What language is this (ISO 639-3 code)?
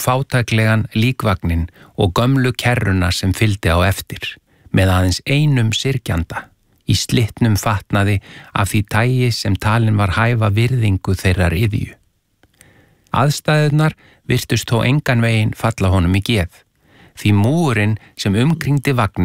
isl